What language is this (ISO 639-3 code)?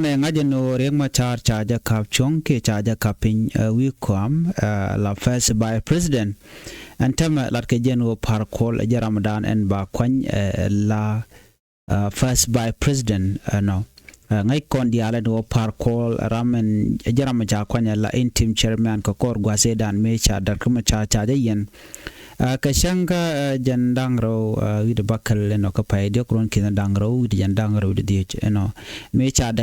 nus